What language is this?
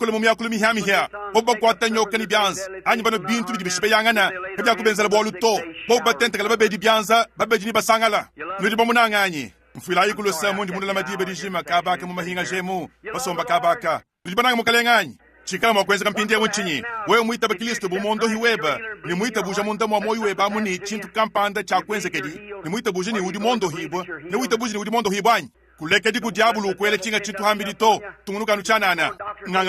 Luba-Lulua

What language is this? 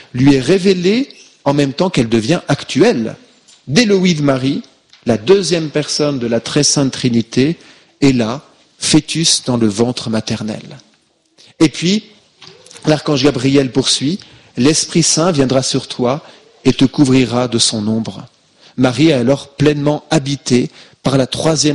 French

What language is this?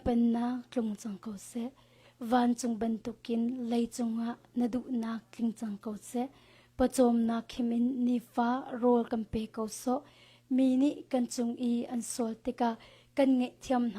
Hakha Chin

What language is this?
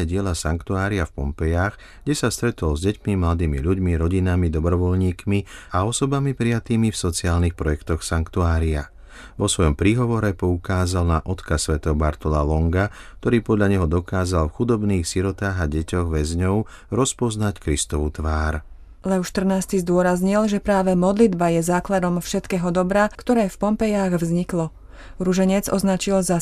Slovak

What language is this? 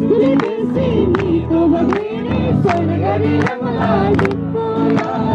Eastern Tamang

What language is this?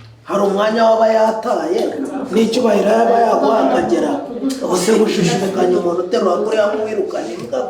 Kinyarwanda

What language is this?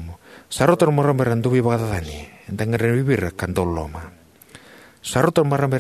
Fijian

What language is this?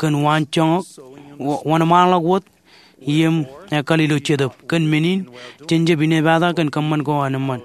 Marshallese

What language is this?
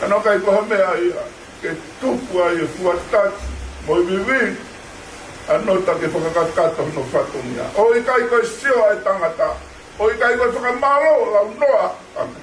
Tongan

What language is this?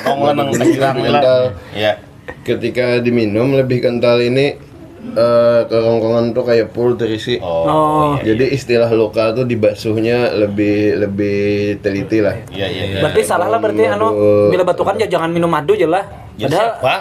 Banjar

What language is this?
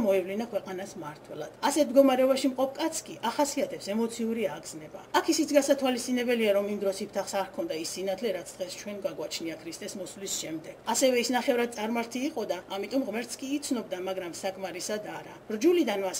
Georgian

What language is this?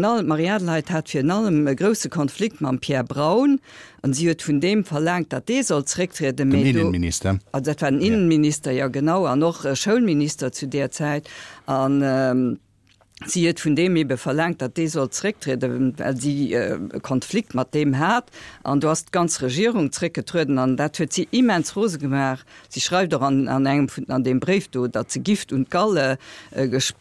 Luxembourgish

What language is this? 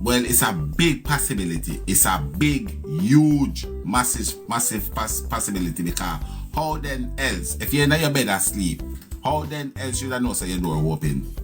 Jamaican Creole English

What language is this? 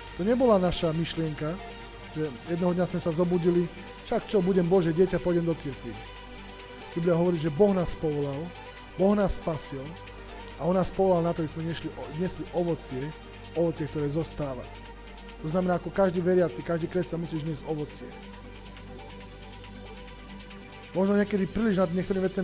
Slovak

